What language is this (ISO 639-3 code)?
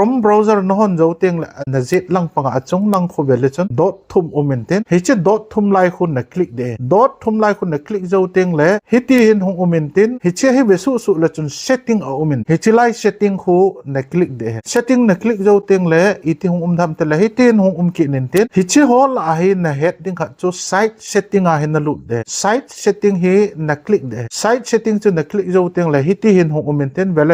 tcz